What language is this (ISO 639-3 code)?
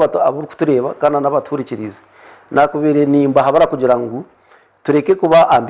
nyn